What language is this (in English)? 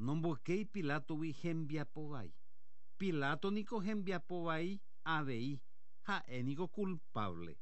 Guarani